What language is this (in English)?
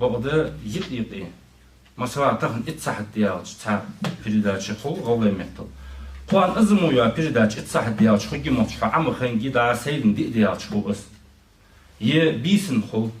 Ingush